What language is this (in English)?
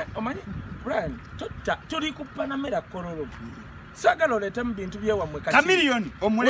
Ganda